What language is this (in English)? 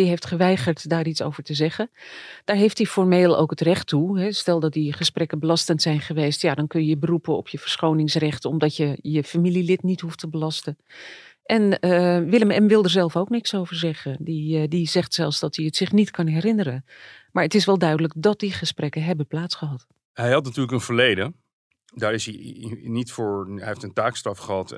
Dutch